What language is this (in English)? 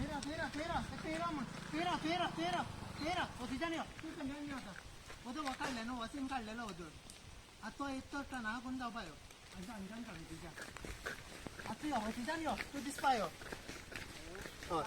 Konkani